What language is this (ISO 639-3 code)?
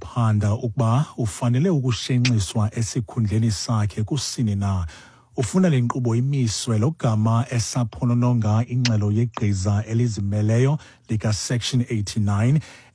xho